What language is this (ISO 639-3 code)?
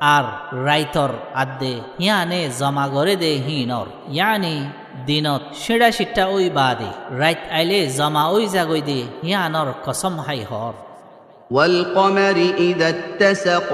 rhg